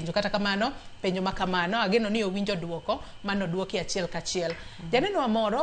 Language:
Luo (Kenya and Tanzania)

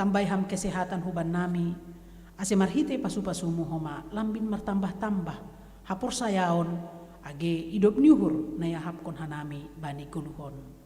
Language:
Batak Simalungun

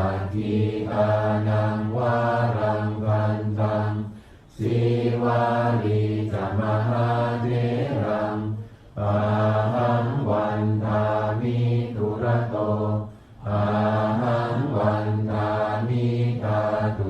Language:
Pali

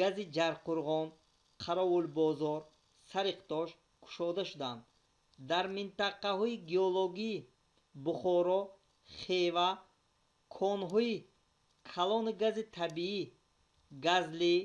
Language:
Tajik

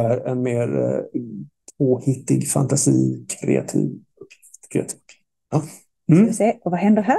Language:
Swedish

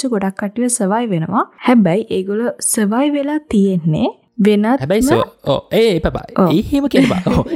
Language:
Sinhala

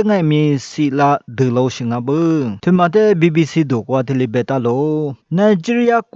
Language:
Lisu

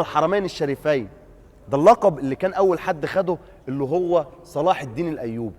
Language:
Egyptian Arabic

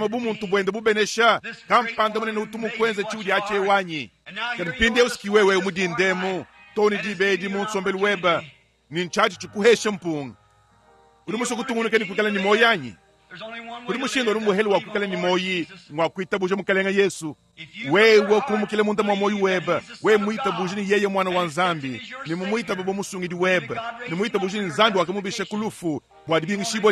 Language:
Luba-Lulua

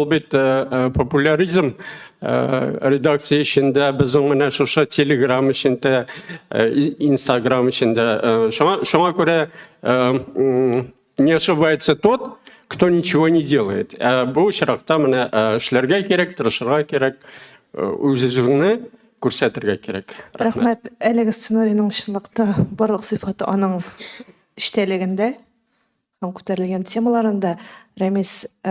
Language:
Tatar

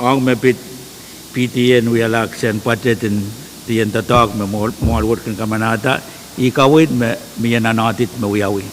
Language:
Pohnpeian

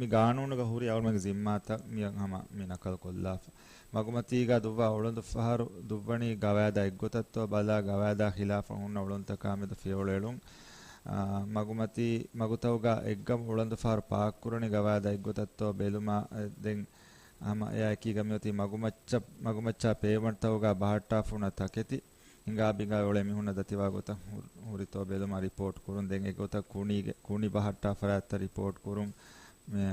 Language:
Divehi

